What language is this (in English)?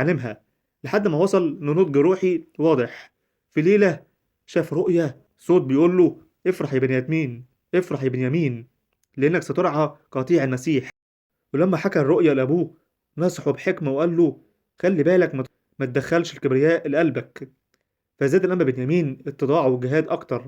Egyptian Arabic